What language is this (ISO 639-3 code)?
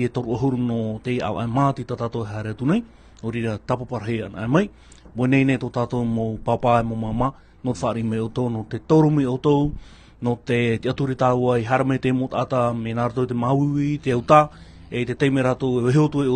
tah